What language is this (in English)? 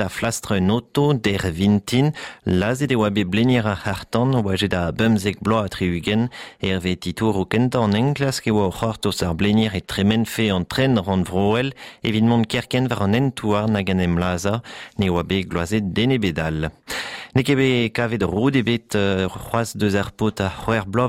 Breton